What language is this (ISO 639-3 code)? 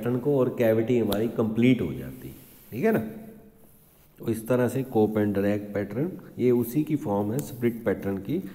hin